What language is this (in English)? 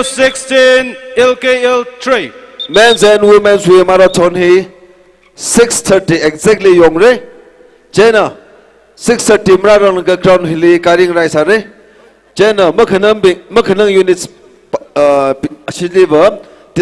Tangkhul Naga (India)